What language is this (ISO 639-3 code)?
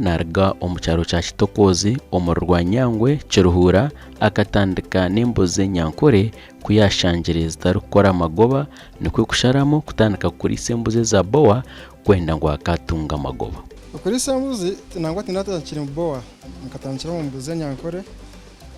nyn